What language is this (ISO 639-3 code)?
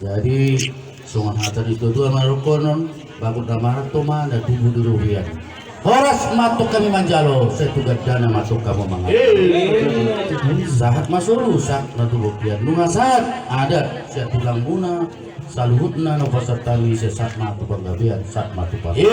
bbc